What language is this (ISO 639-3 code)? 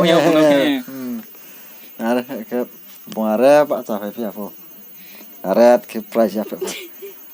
ria